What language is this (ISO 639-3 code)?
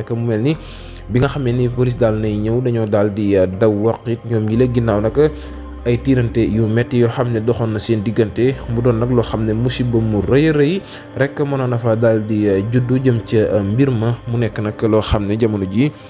wol